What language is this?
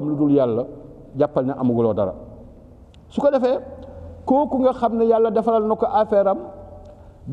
Wolof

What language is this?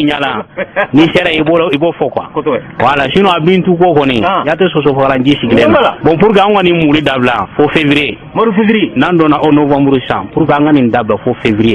Bambara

